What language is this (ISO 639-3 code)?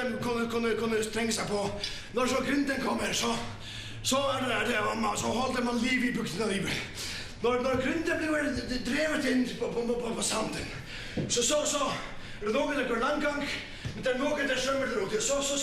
fao